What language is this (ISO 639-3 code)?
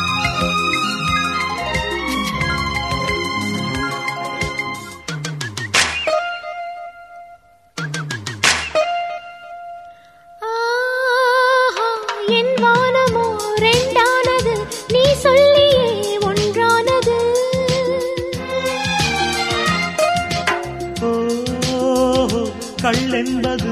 tam